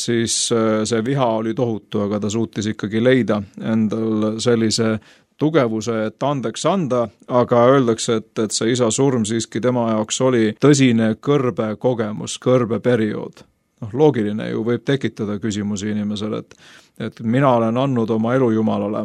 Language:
Estonian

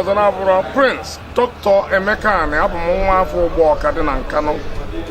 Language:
Igbo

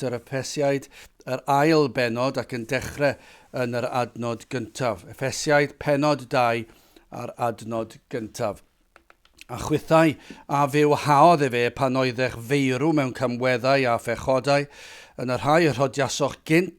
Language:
Welsh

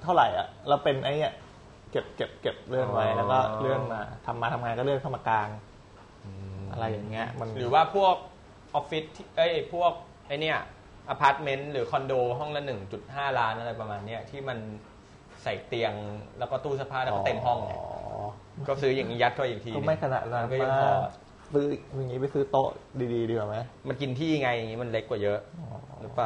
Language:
Thai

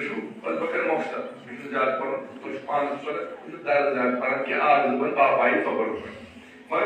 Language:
Kashmiri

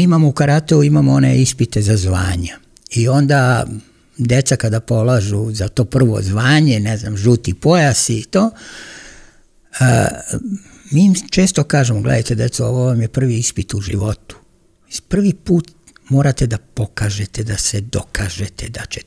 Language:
Serbian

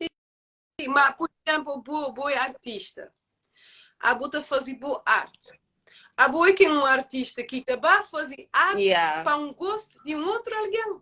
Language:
Kabuverdianu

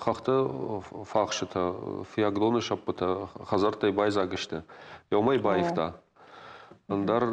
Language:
Ossetic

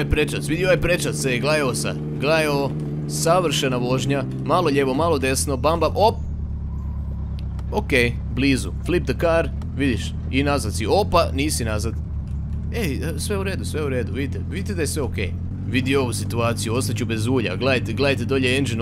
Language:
Croatian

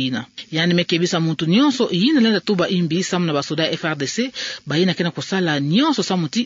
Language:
Kituba (Democratic Republic of Congo)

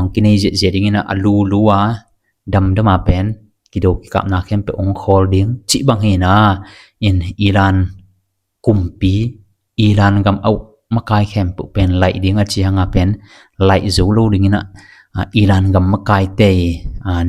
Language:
Tedim Chin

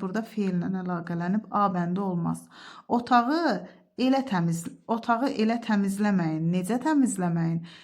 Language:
Azerbaijani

